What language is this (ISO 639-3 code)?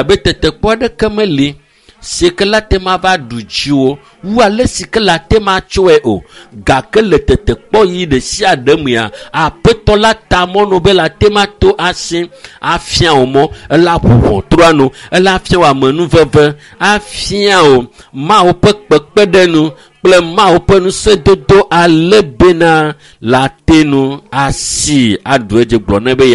ewe